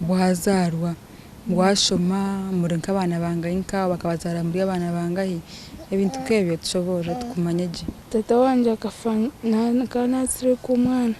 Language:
Nyankole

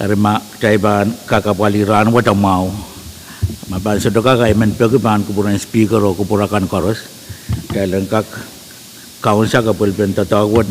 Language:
Pohnpeian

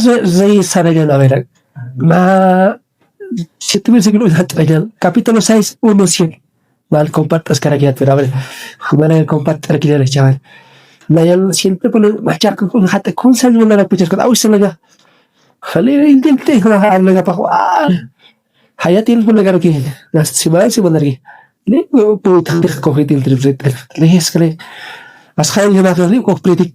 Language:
Aymara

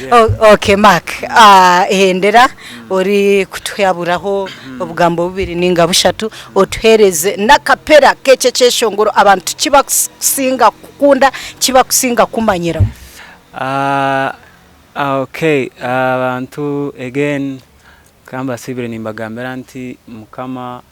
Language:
Nyankole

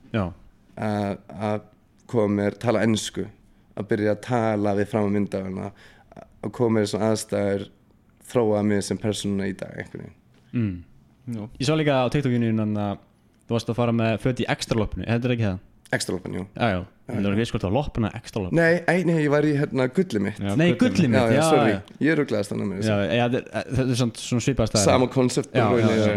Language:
Icelandic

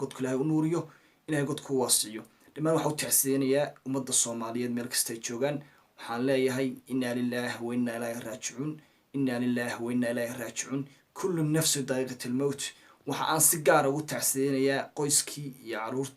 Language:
Somali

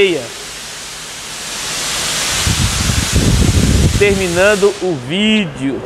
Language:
Portuguese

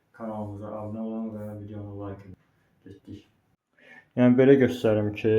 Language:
Azerbaijani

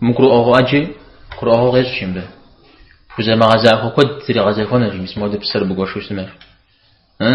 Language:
Kabardian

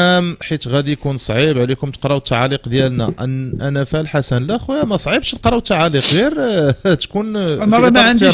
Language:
Moroccan Arabic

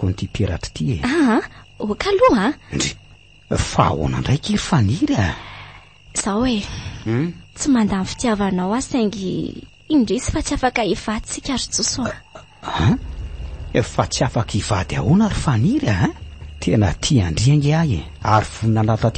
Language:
Malagasy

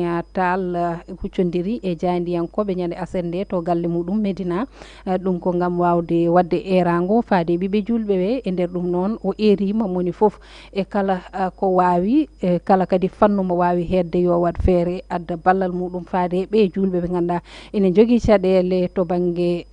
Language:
Fula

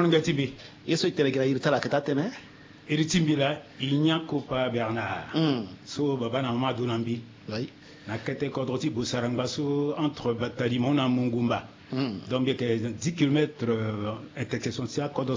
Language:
Sango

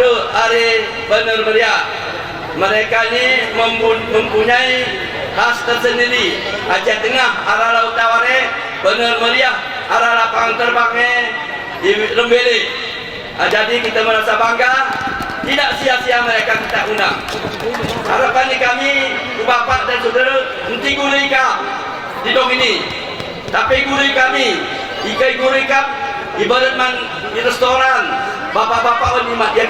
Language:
Gayo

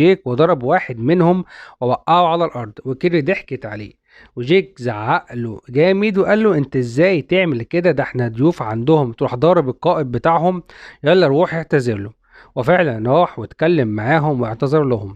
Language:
Egyptian Arabic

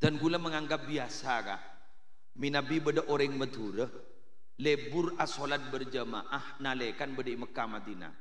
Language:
Madurese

